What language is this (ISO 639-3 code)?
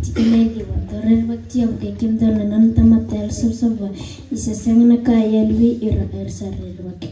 fij